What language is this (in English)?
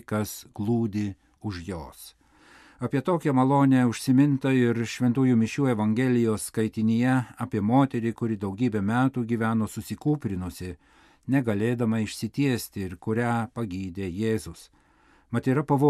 Lithuanian